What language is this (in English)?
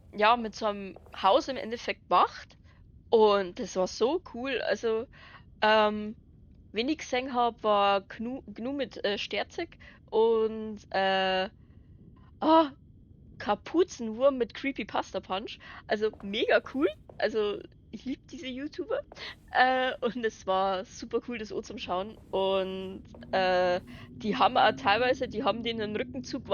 Bavarian